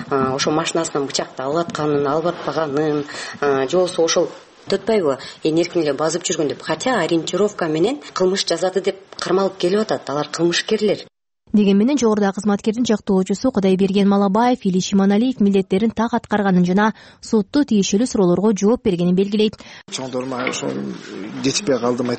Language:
Kyrgyz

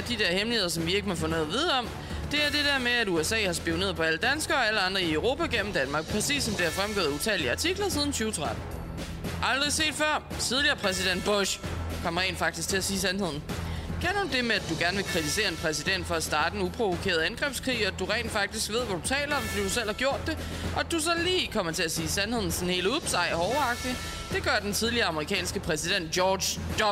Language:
Danish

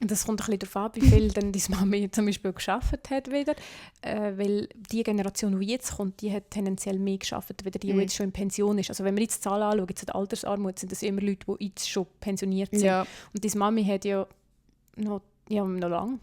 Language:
Swiss German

